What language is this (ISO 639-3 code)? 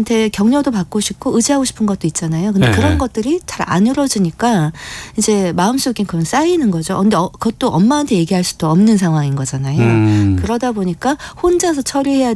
kor